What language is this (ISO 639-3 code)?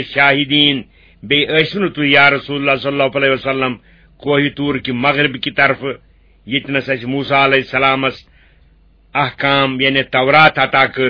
kas